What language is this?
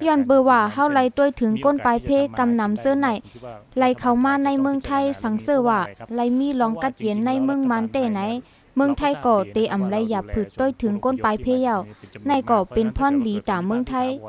Shan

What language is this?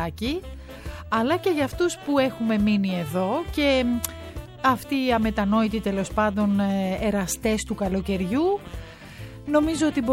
Greek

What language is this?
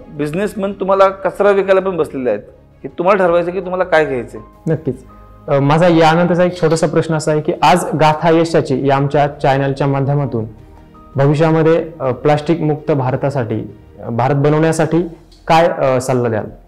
Marathi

